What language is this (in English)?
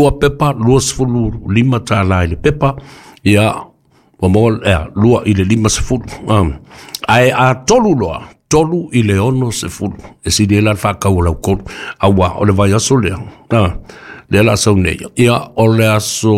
Samoan